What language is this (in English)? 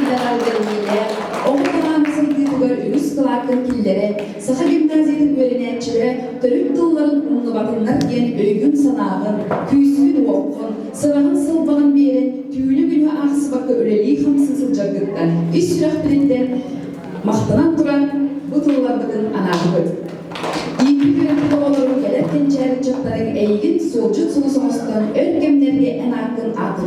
Yakut